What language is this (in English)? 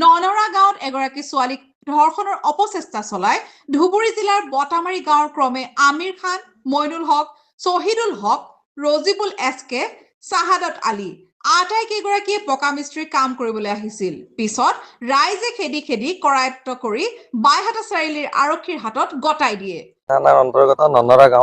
Assamese